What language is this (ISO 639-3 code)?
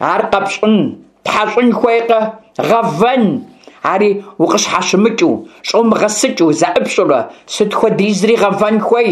kbd